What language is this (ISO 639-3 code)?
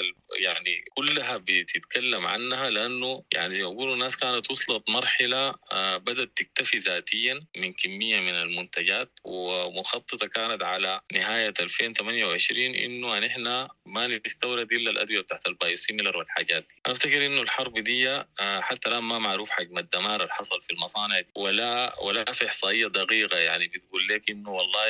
apd